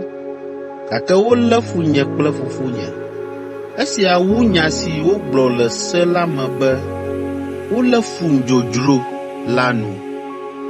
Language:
Ewe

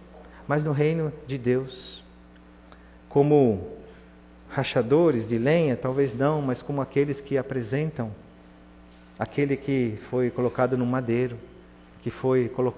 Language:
Portuguese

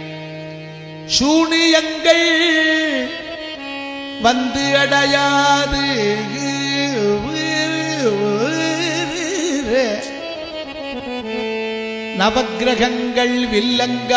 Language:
Tamil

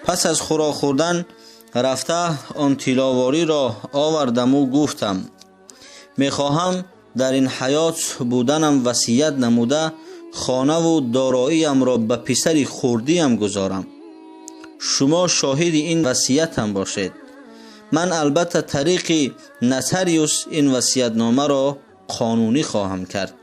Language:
Tajik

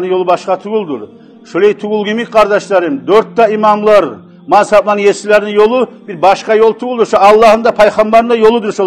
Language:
Kumyk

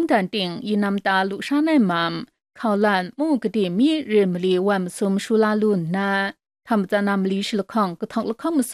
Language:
Kachin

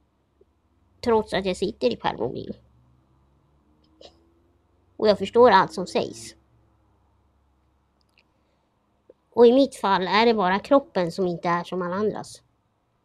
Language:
Swedish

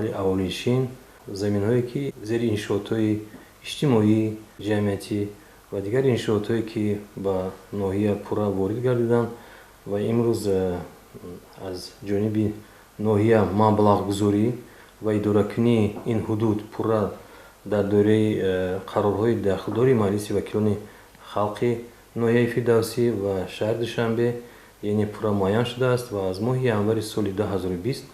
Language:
Tajik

